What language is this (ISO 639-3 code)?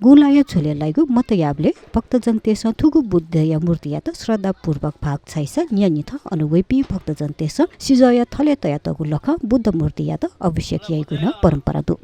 new